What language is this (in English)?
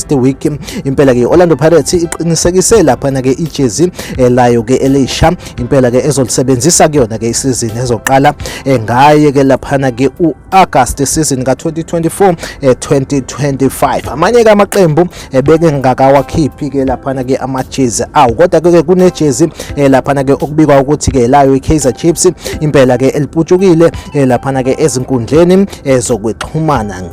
Zulu